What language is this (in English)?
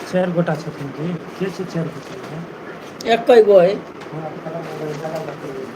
Maithili